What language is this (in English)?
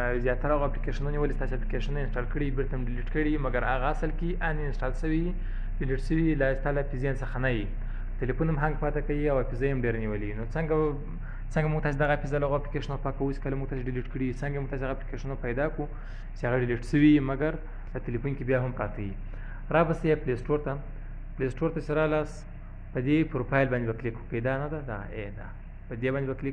Pashto